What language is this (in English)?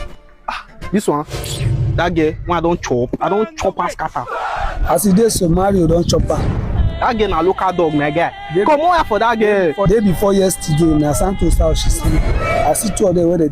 Nigerian Pidgin